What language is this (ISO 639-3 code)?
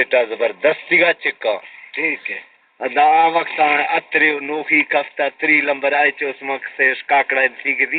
bal